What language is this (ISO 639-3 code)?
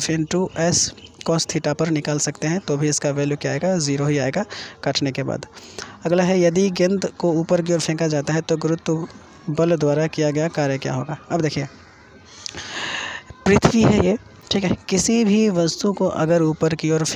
hin